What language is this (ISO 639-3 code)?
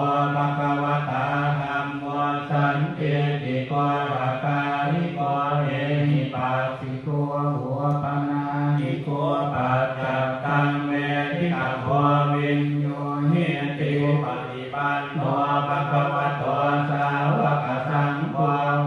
pli